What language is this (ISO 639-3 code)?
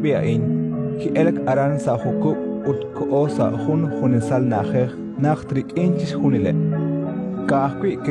kek